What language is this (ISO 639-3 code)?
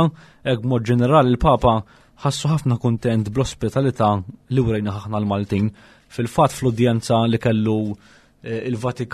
mlt